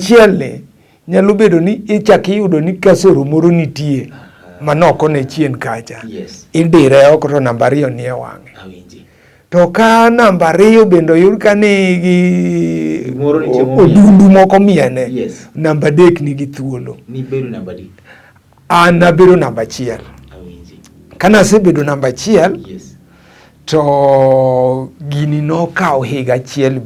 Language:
Luo (Kenya and Tanzania)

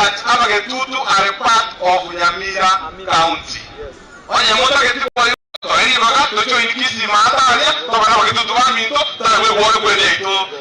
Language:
Gusii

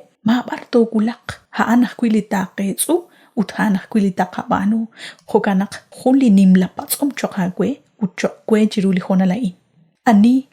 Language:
Kekchí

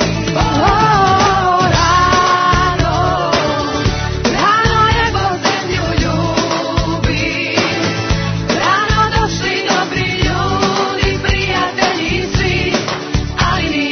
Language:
Serbian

